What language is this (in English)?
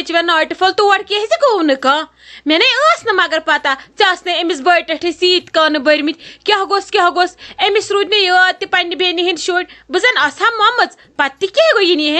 Kashmiri